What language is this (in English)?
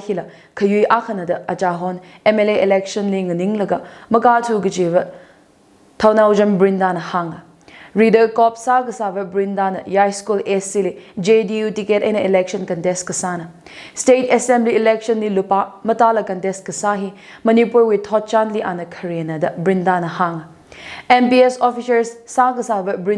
Tangkhul Naga (India)